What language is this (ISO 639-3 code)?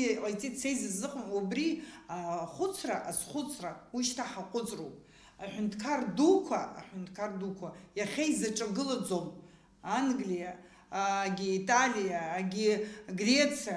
abk